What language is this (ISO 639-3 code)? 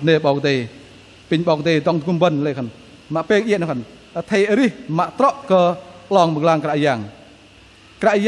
bdq